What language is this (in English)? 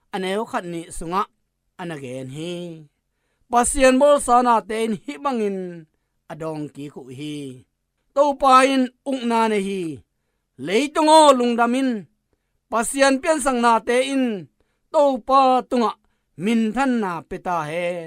Tedim Chin